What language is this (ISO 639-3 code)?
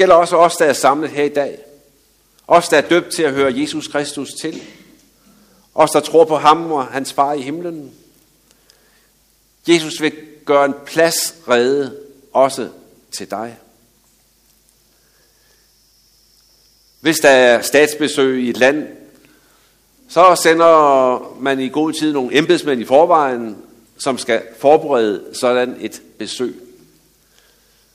dan